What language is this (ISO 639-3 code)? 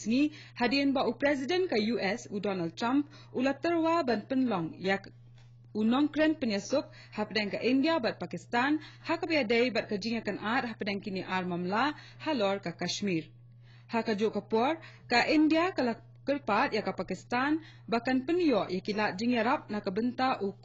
kha